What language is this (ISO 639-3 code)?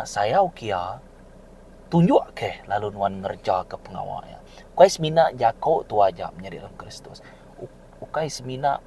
iba